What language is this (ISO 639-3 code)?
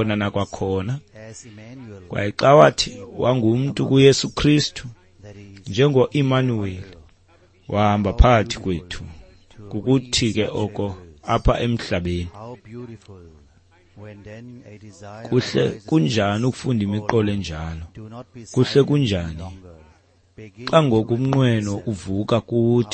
xho